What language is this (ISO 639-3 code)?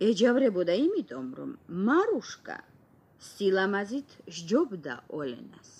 kat